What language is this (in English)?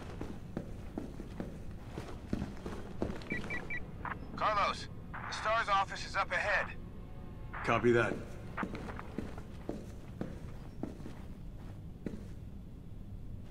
English